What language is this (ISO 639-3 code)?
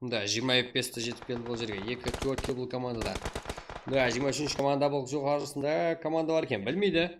kaa